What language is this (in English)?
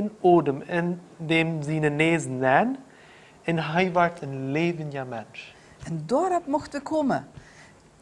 Plautdietsch